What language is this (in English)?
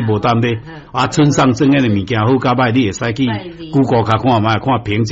Min Nan Chinese